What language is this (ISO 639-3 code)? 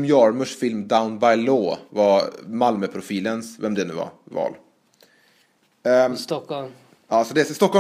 swe